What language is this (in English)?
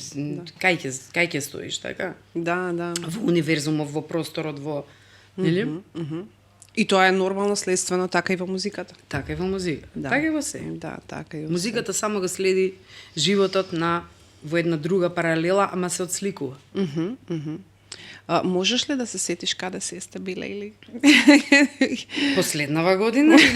Macedonian